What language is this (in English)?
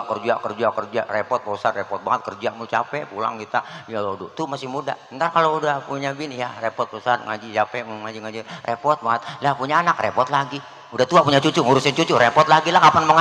Betawi